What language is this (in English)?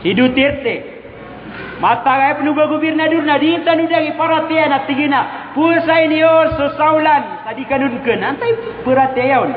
Maranao